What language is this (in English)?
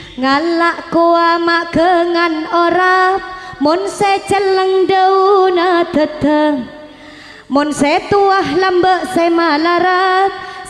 Madurese